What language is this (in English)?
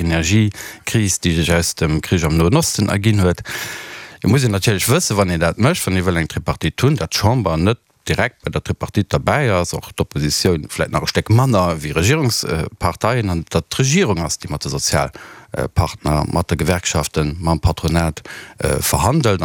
Luxembourgish